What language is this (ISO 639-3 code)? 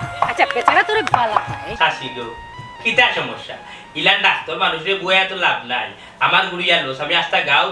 syl